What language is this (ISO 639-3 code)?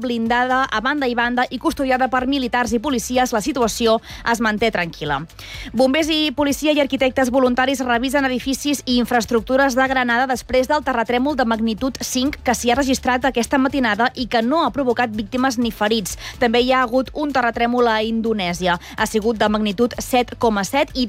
cat